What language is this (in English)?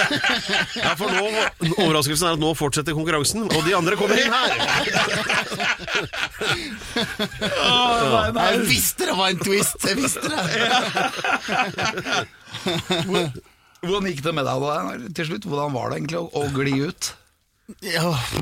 Norwegian